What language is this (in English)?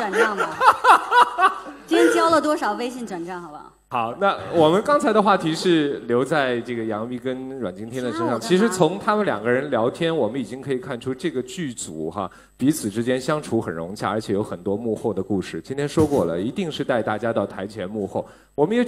Chinese